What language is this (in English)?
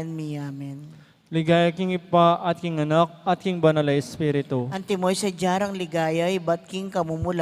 Pampanga